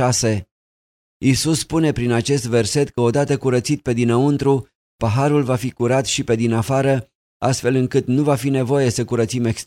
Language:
Romanian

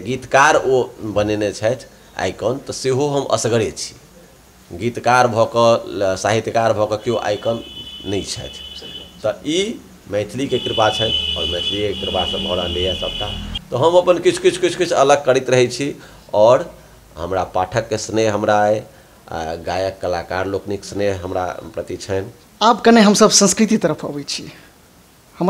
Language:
Maithili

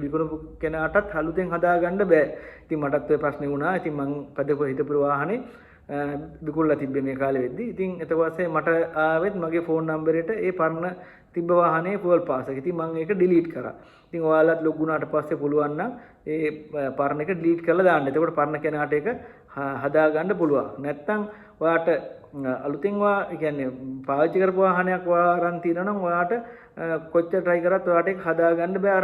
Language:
Sinhala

